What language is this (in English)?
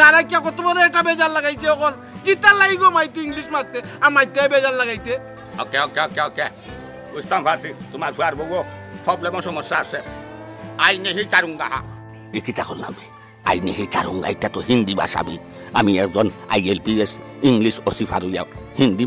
Sylheti